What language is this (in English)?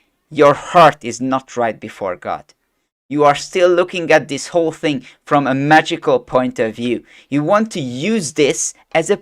English